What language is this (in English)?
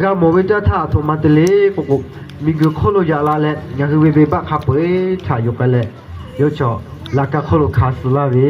Lahu